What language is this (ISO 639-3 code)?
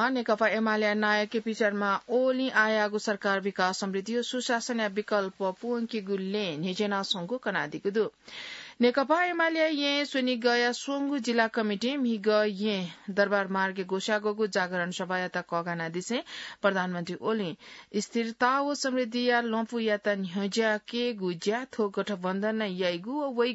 new